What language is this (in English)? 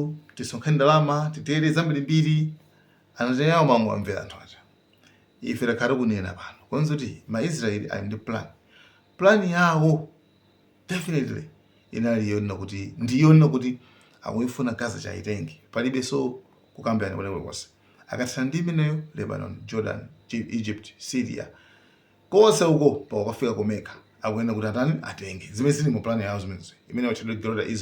Nyanja